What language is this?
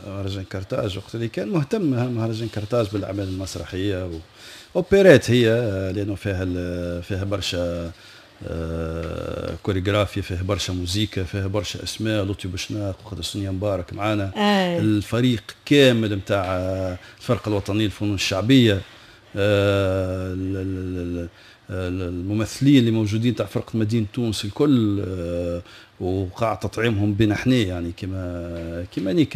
Tunisian Arabic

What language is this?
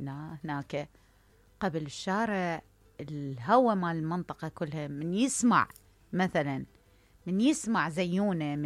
Mesopotamian Arabic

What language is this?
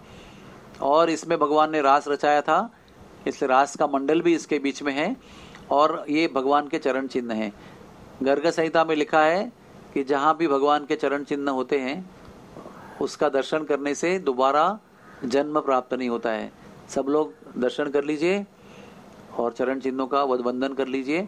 Hindi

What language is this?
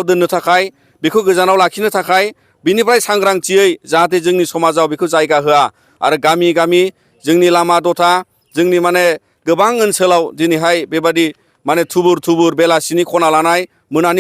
Bodo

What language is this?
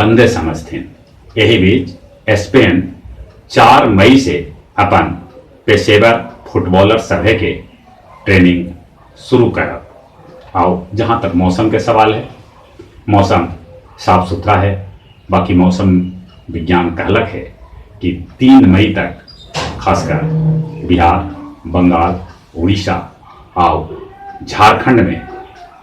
Magahi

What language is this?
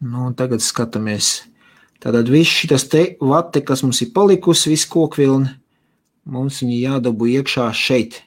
Latvian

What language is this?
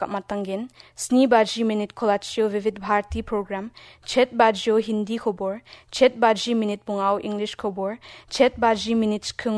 Garo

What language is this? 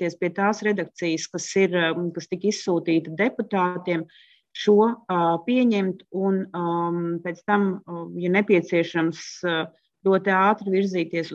Latvian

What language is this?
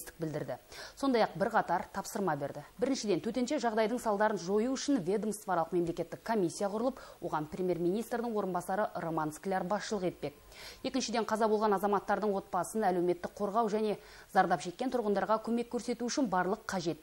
Kazakh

